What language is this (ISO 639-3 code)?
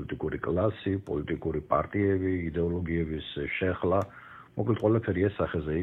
kat